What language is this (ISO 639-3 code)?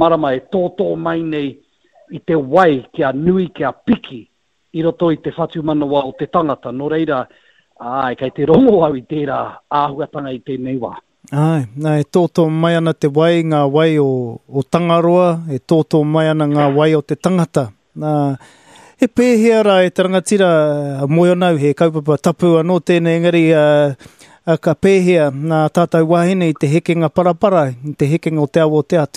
mri